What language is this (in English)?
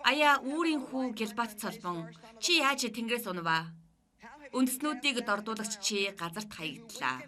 Mongolian